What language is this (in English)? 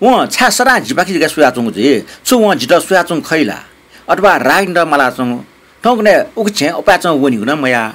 Newari